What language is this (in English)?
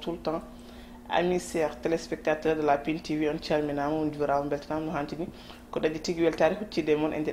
Fula